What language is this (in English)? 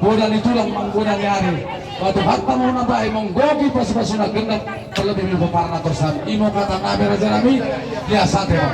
Batak Toba